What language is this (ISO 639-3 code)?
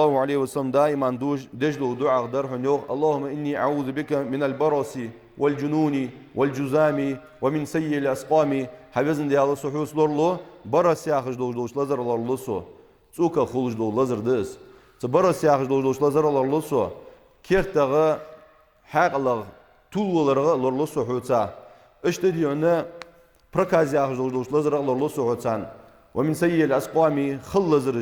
inh